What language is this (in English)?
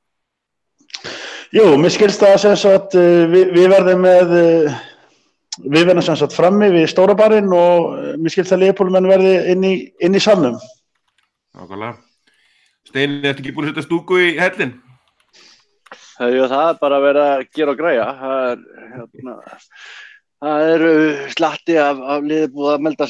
Icelandic